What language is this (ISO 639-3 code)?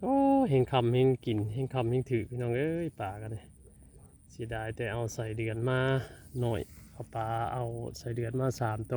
tts